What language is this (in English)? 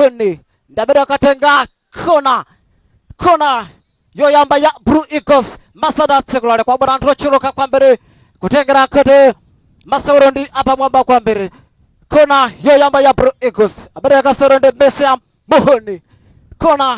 Nyanja